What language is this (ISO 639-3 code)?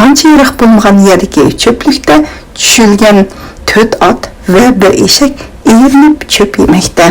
uig